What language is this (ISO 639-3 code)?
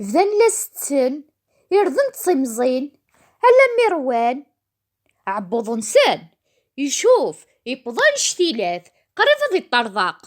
kab